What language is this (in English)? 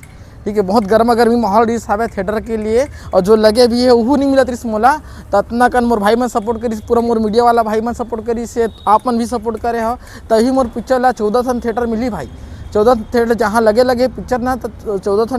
Chhattisgarhi